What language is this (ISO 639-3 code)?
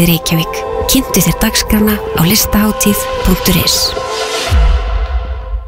isl